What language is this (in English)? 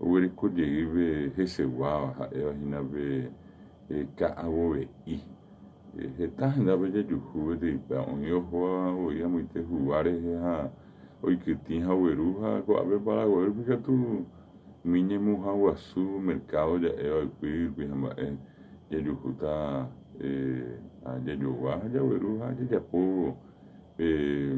Guarani